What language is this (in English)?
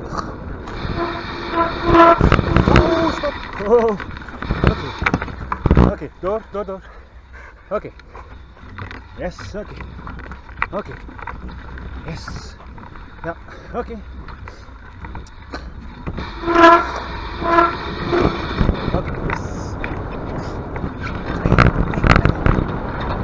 Dutch